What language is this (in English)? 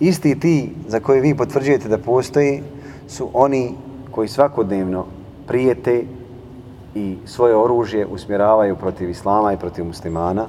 Bosnian